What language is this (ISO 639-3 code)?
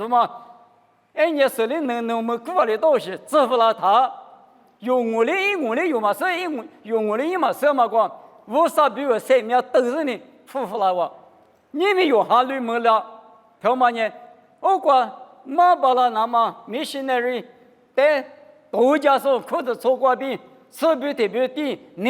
lis